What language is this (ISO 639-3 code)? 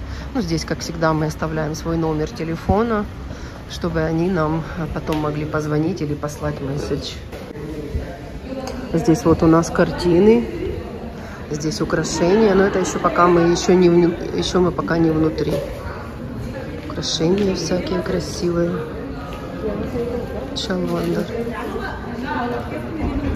rus